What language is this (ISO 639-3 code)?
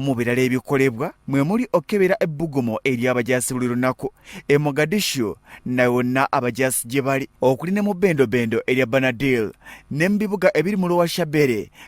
lug